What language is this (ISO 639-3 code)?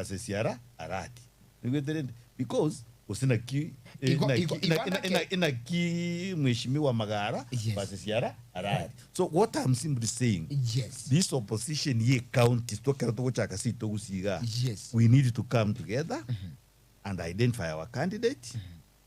guz